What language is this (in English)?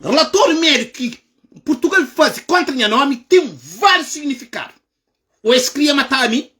Kabuverdianu